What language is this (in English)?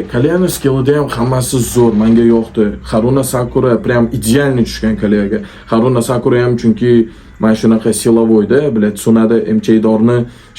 Uzbek